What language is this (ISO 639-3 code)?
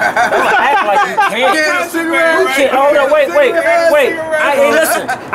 eng